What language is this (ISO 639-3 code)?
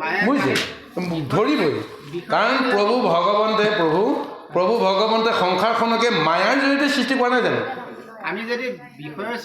asm